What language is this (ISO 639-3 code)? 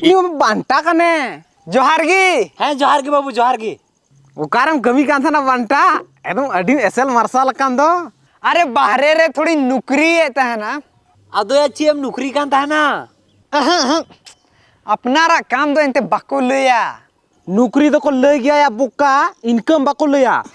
sat